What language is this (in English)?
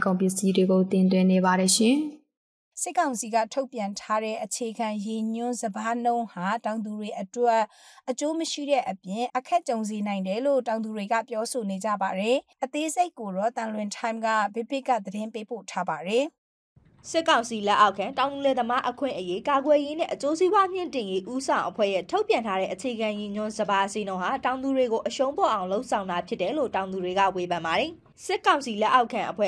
Burmese